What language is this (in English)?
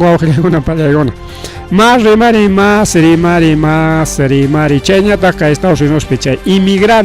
Ayacucho Quechua